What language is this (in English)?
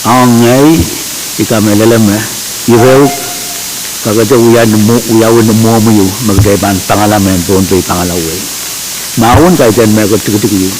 Pohnpeian